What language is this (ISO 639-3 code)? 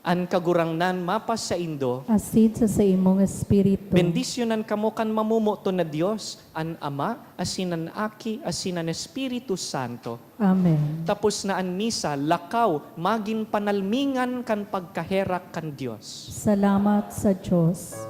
bik